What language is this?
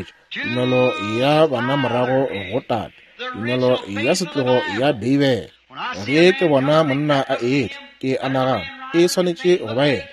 Northern Sotho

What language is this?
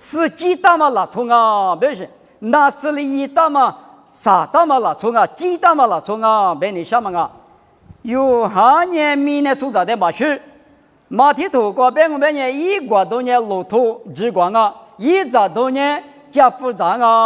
Lisu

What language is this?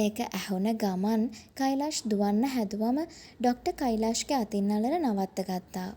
Sinhala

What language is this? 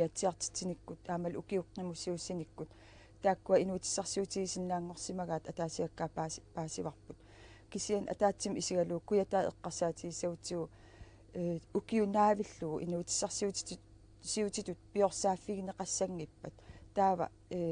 Kalaallisut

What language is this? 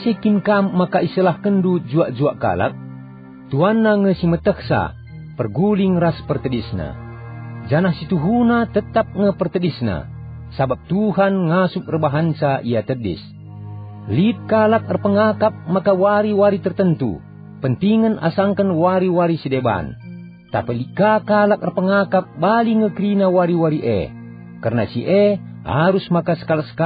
Batak Karo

